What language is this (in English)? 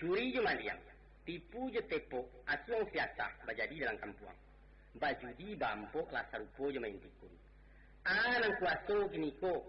Minangkabau